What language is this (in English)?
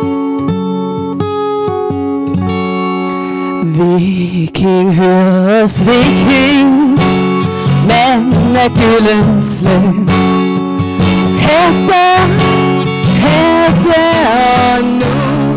Danish